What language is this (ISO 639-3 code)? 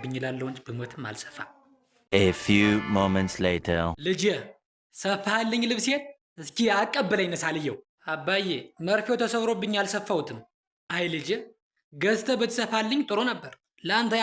amh